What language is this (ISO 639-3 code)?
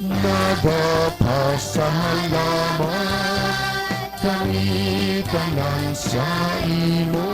hil